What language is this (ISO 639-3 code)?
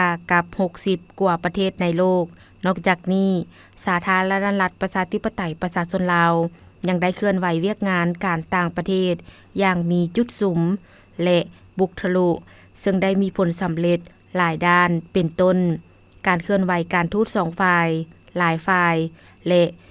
lao